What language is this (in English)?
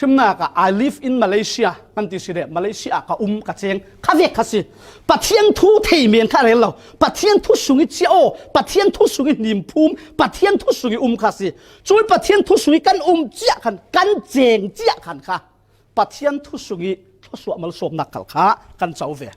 Falam Chin